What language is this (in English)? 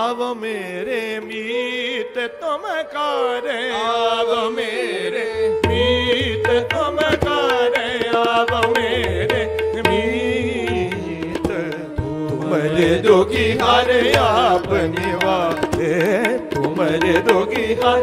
Punjabi